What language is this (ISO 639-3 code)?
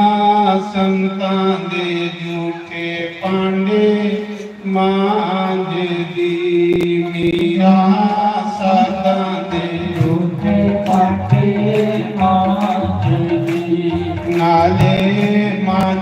doi